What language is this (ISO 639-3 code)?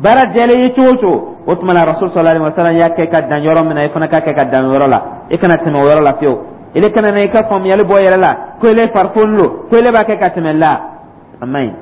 dyu